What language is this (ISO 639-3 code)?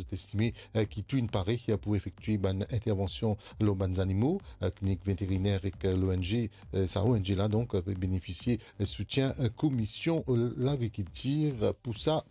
mfe